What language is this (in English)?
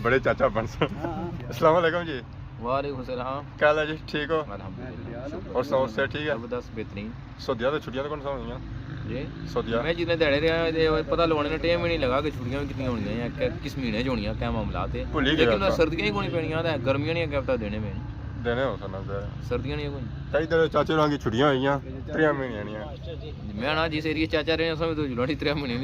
Pahari-Potwari